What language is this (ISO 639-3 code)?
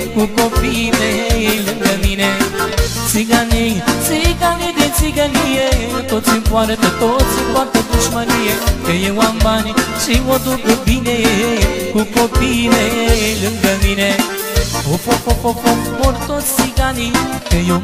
ron